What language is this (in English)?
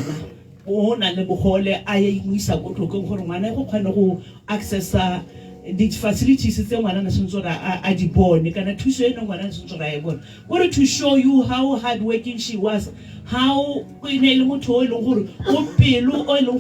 Tswana